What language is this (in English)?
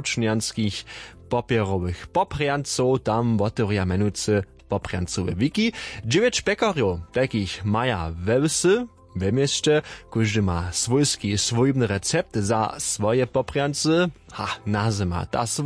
Upper Sorbian